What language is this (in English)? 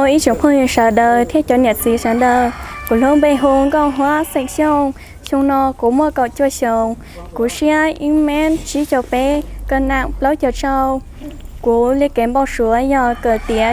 Hmong